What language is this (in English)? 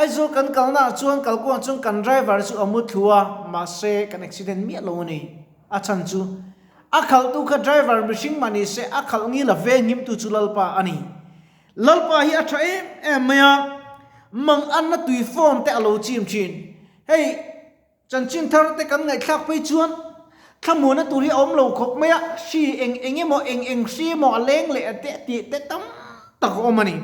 Mizo